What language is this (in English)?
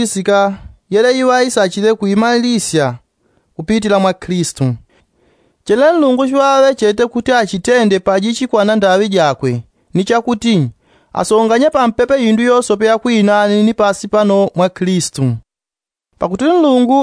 Yao